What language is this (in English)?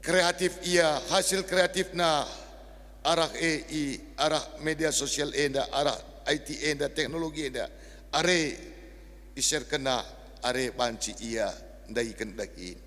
Batak Karo